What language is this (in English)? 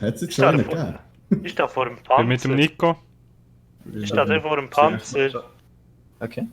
Swiss German